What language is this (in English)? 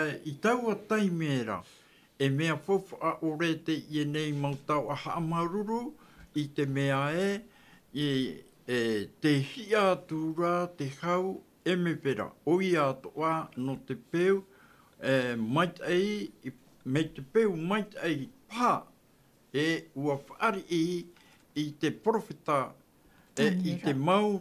Tahitian